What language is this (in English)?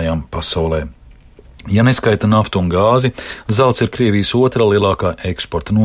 Latvian